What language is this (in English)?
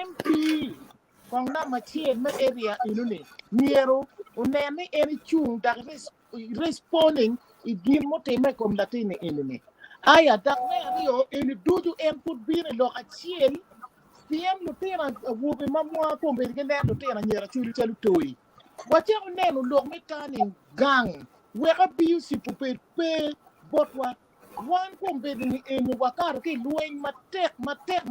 Acoli